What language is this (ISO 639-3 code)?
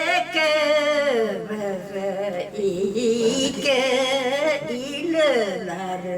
bak